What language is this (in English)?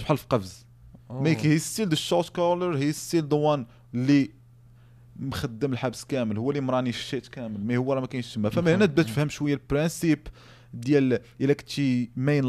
Moroccan Arabic